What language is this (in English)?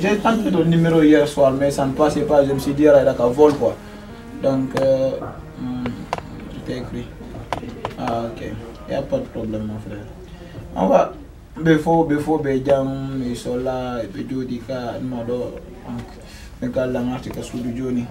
Fula